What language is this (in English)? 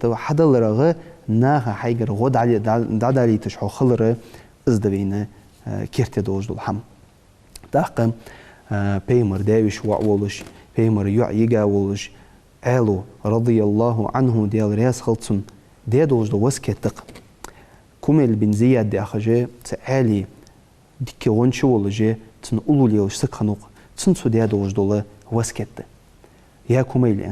Ingush